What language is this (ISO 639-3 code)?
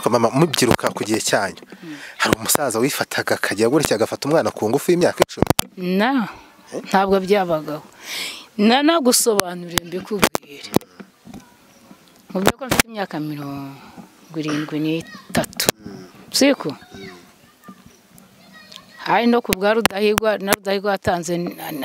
kin